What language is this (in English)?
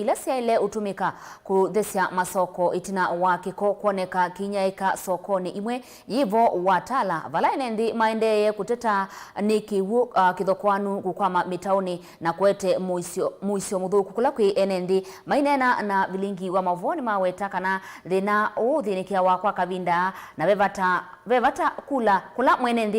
Kamba